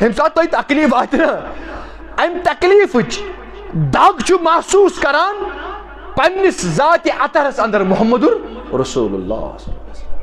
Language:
Kashmiri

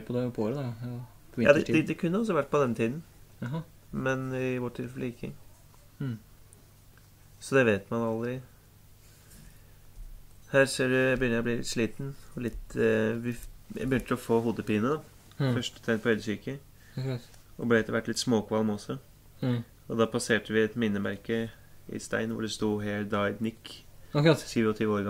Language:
Norwegian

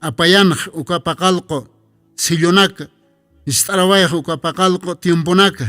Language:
Aymara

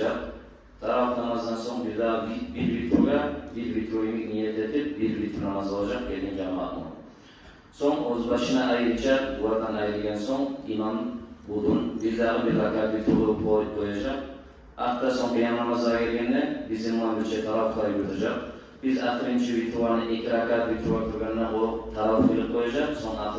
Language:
Kumyk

